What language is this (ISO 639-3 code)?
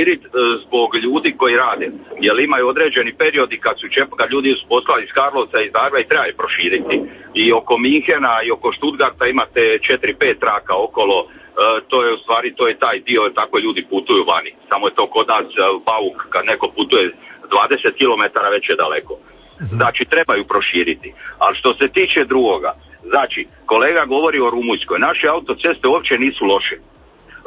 hrv